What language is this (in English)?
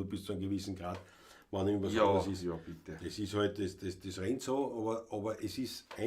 Bavarian